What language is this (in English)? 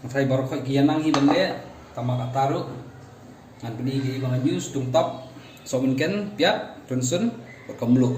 Khasi